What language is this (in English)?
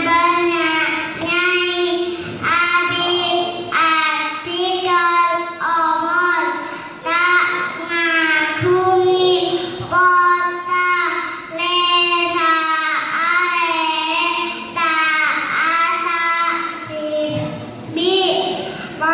Madurese